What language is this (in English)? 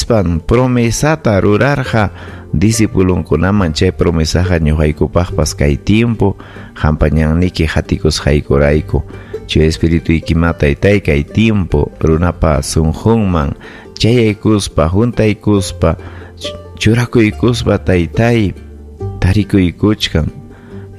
Ayacucho Quechua